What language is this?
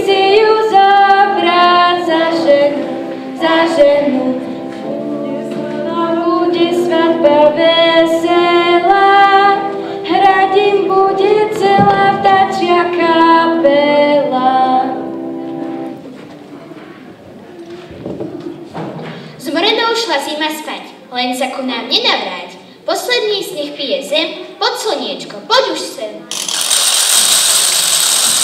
Slovak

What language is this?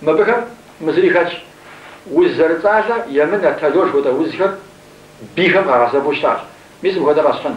Kabardian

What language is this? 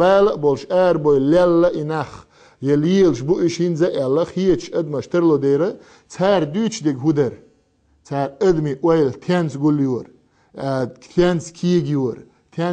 Chechen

